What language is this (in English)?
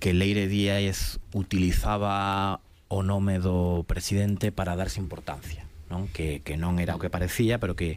Galician